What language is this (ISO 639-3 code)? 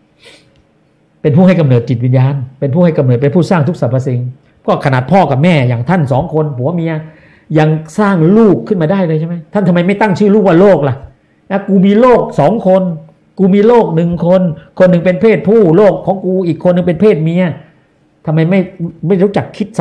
tha